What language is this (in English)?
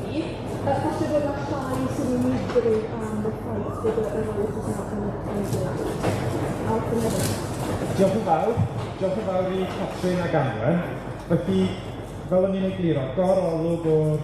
Welsh